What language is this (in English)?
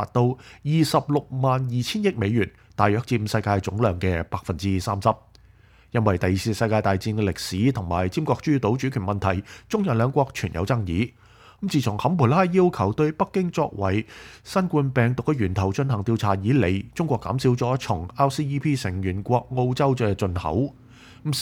Cantonese